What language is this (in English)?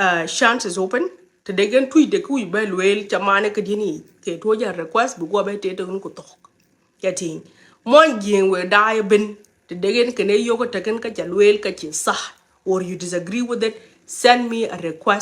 Nuer